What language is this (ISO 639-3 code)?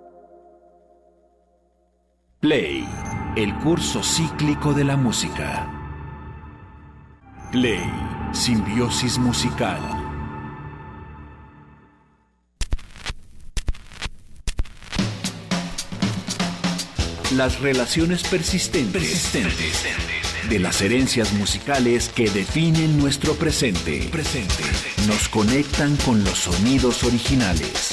spa